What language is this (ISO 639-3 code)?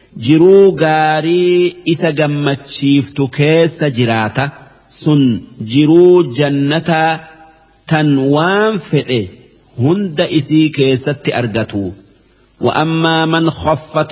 orm